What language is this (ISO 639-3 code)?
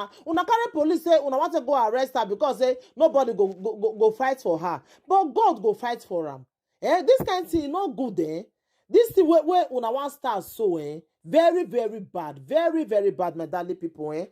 pcm